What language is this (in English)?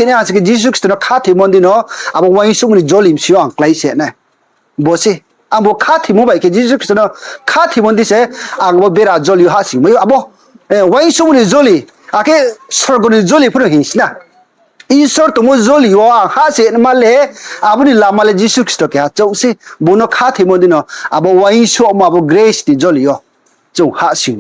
Riang (India)